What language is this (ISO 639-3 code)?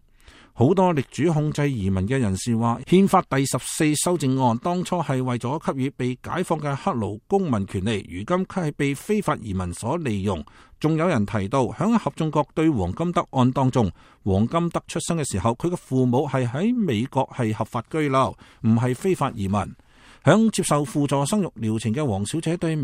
yue